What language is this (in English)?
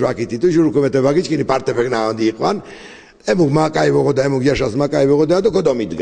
Laz